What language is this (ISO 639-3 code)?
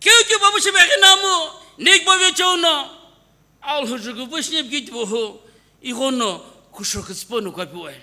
nsm